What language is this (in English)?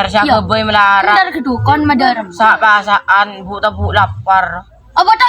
Madurese